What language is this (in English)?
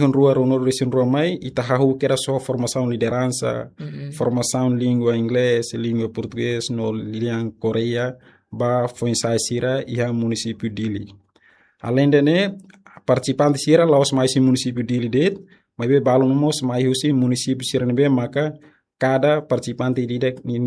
Tetum